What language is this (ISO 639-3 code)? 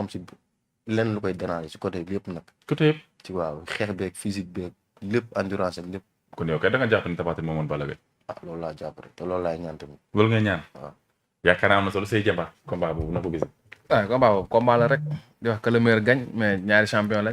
wol